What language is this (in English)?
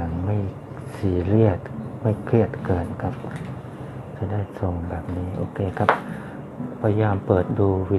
Thai